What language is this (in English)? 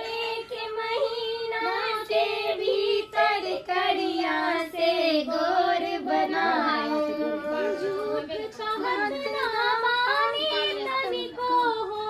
Maithili